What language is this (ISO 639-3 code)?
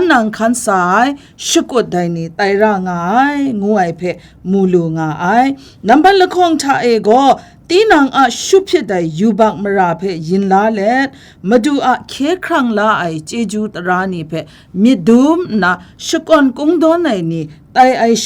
kac